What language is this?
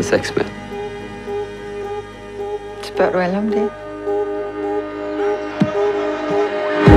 Danish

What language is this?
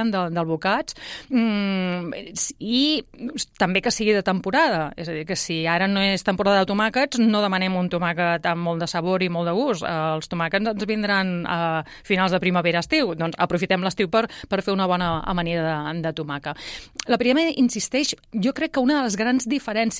Catalan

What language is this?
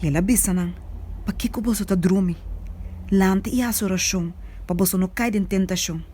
Papiamento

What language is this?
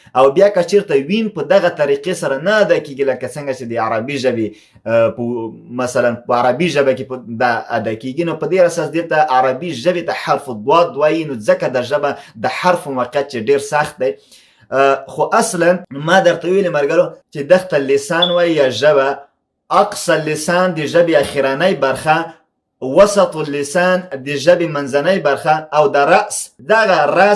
Pashto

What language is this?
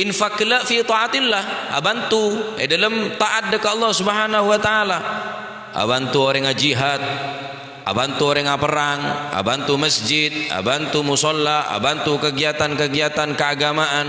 Madurese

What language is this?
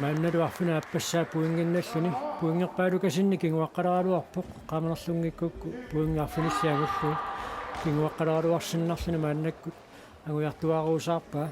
Kalaallisut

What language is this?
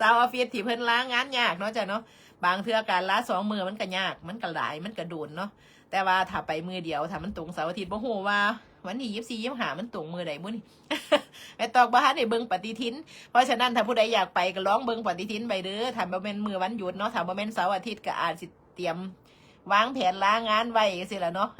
Northeastern Thai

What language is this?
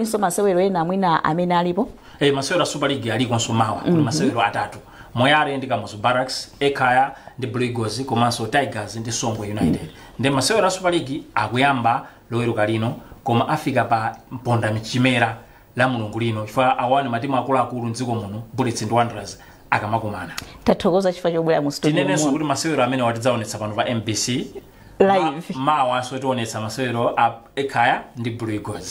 Nyanja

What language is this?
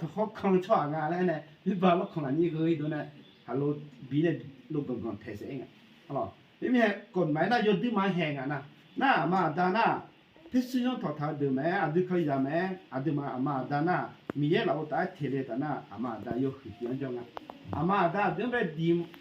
Akha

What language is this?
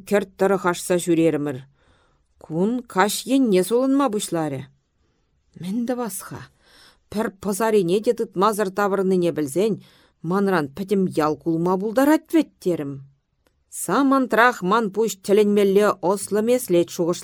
Chuvash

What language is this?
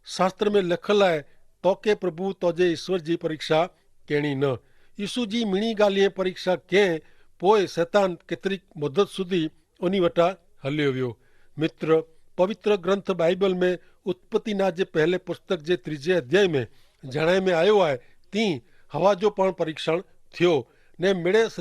Kachhi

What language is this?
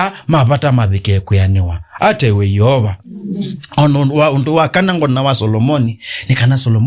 Kamba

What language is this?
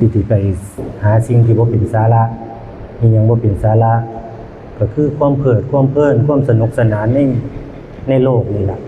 Northeastern Thai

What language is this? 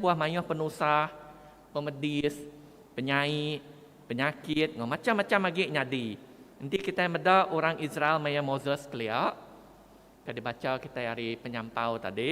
Iban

